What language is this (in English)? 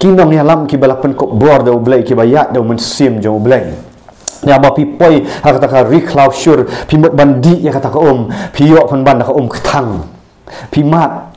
Khasi